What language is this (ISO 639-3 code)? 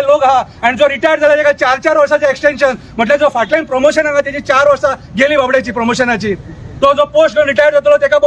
kok